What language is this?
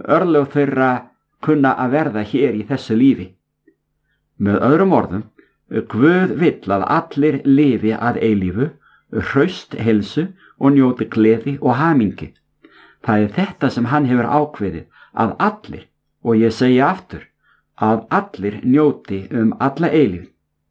Icelandic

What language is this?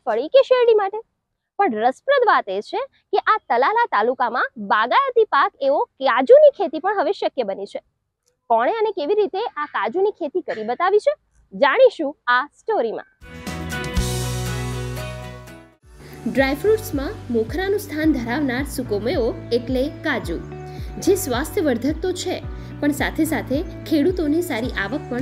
Gujarati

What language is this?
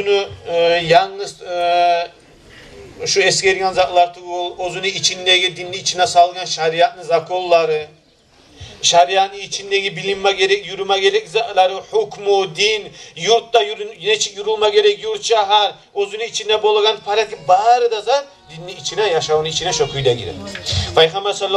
Kumyk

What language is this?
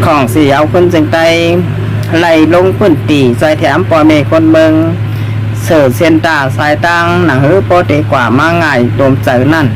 Shan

